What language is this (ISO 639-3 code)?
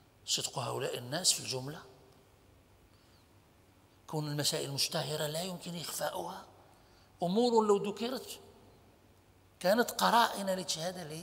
ara